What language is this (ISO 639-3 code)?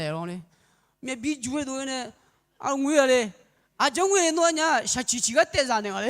ahk